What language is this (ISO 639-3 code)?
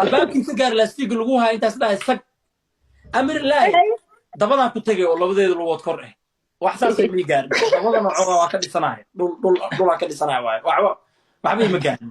som